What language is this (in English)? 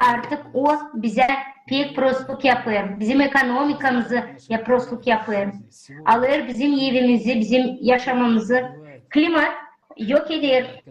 Gagauz